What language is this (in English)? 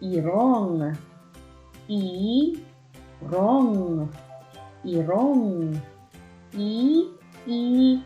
Waray